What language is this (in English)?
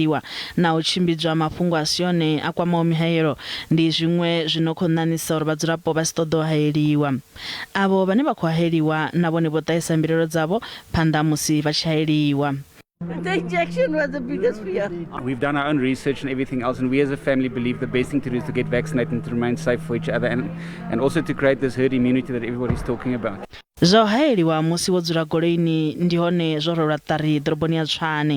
Venda